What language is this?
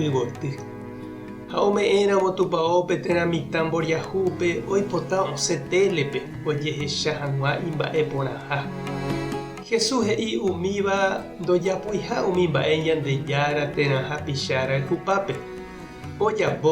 Guarani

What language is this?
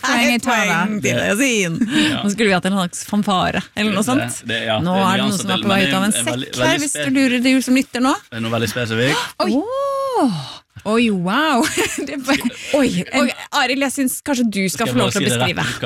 Norwegian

